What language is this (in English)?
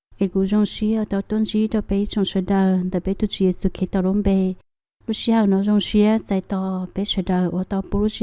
Hmong